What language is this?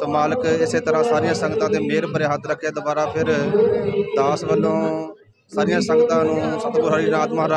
Punjabi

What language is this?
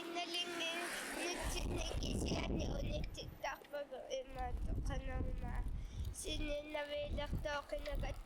Kalaallisut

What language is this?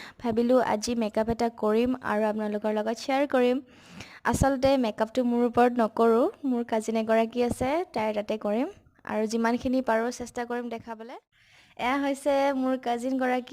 Assamese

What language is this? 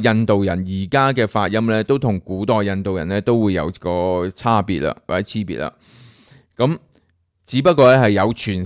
Cantonese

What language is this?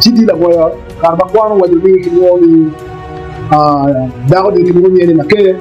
Acoli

